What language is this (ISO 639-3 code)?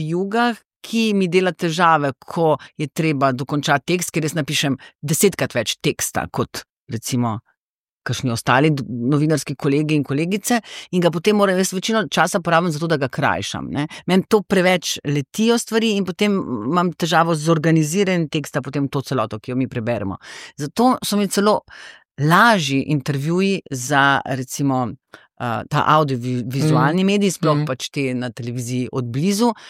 slv